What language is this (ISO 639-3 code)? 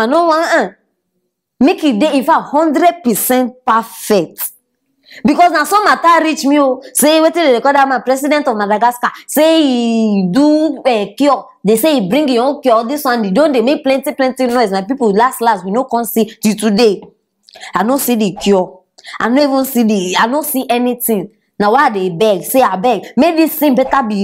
pcm